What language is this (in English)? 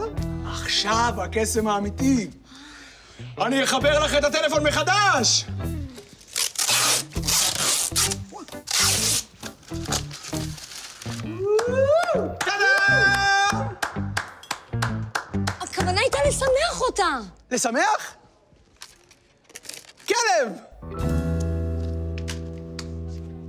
Hebrew